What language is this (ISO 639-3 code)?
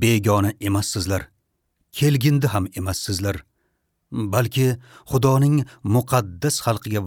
uzb